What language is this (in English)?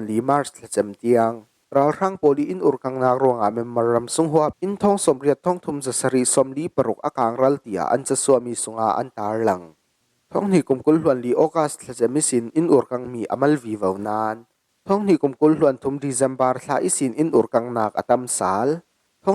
Falam Chin